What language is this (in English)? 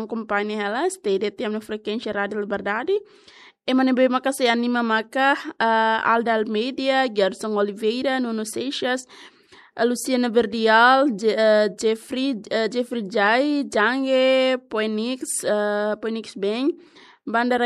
Tetum